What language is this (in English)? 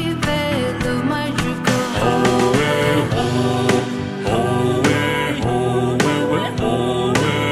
Poumei Naga